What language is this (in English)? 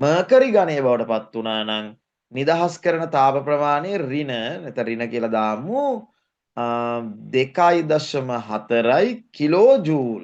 Sinhala